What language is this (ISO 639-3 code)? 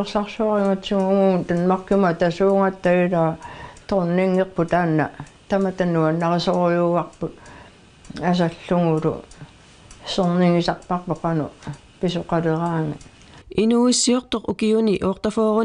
kal